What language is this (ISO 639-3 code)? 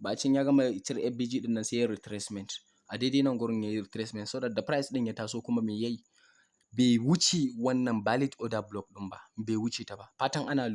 hau